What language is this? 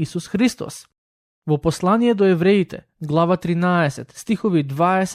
Macedonian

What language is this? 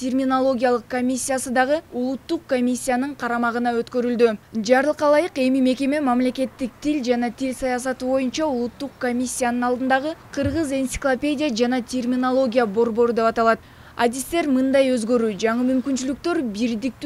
Kyrgyz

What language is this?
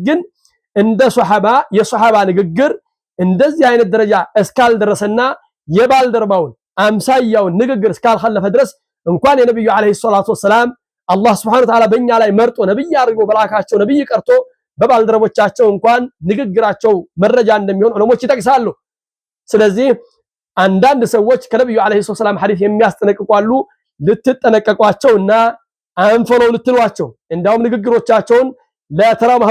Amharic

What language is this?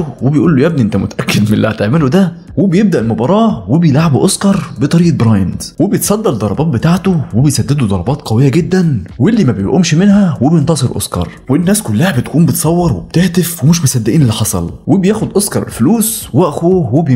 Egyptian Arabic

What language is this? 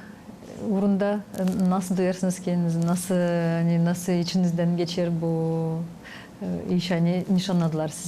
Gagauz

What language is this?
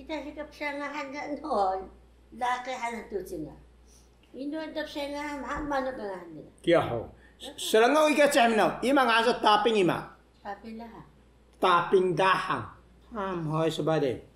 Taroko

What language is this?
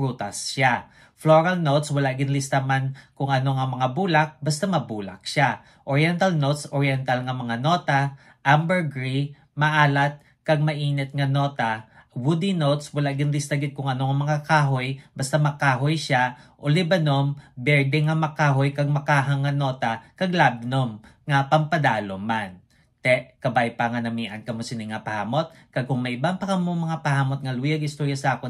Hiligaynon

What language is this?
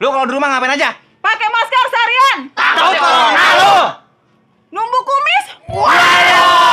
Betawi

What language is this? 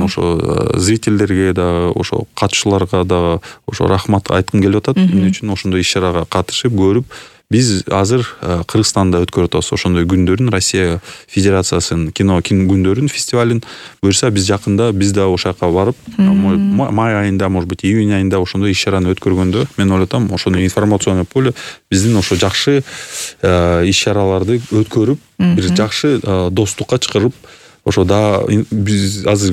Kyrgyz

